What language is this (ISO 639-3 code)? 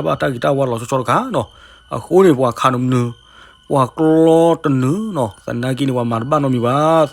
ksw